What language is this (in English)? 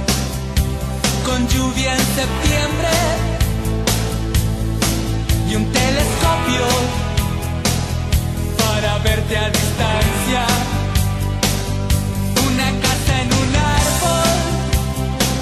Spanish